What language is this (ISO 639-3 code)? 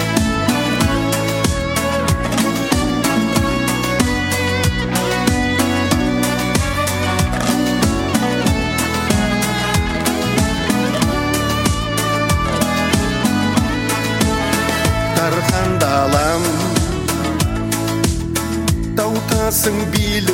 kaz